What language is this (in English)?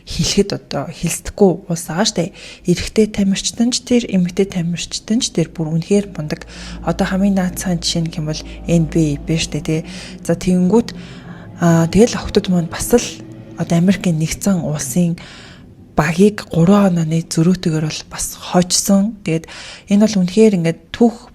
Mongolian